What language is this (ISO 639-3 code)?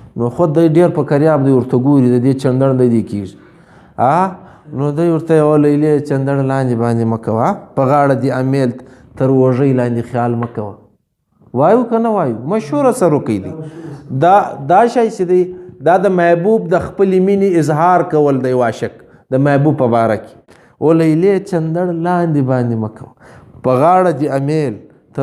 pus